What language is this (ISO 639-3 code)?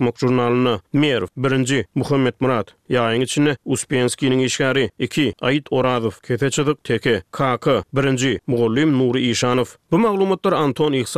tuk